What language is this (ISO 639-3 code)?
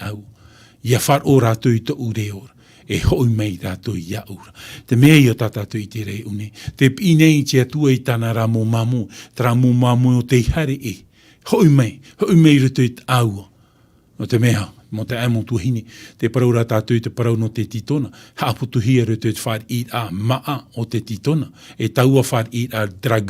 tah